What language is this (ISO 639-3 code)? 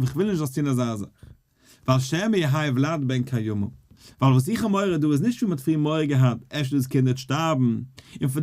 yid